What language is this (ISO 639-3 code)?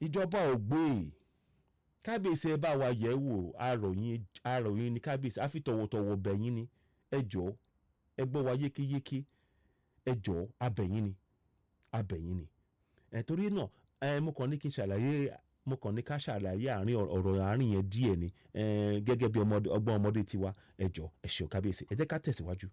yor